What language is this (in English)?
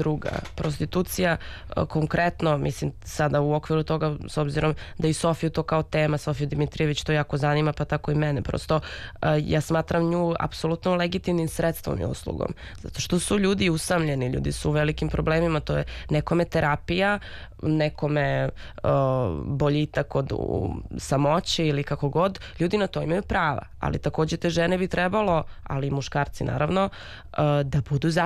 Serbian